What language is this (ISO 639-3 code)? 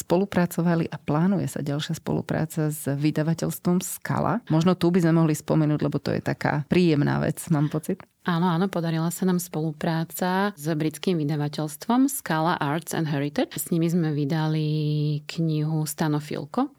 slk